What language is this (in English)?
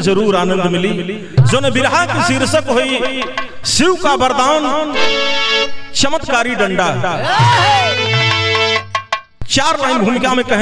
Bhojpuri